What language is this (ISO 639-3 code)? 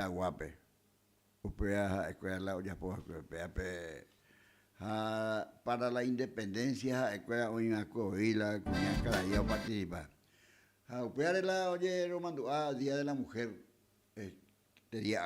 grn